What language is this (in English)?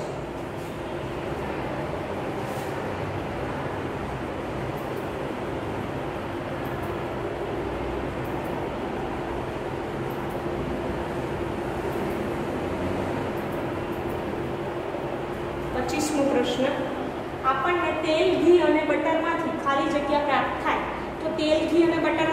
Gujarati